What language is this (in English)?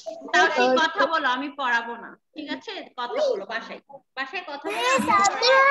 Bangla